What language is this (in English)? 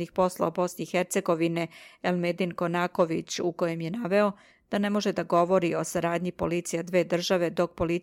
Serbian